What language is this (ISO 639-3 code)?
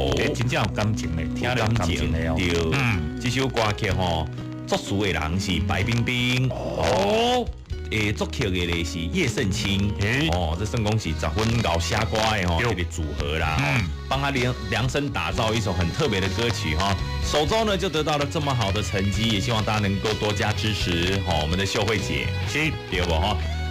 nan